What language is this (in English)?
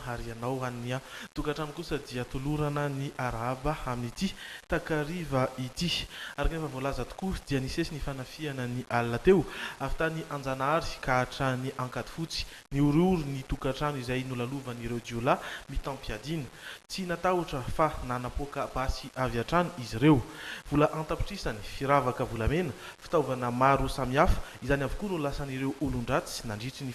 Malagasy